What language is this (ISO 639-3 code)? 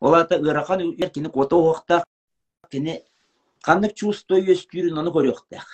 sah